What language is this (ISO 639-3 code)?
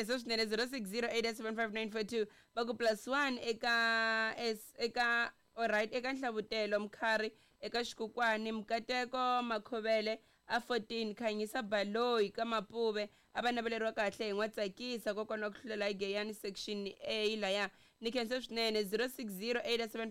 tso